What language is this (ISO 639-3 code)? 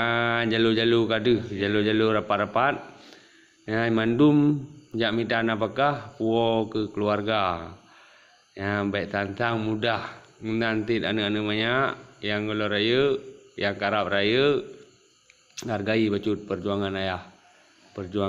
ace